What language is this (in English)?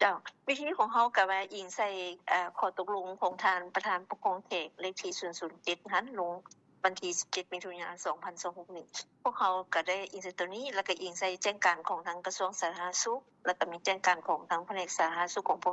Lao